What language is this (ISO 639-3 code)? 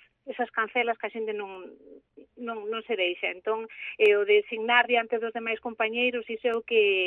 glg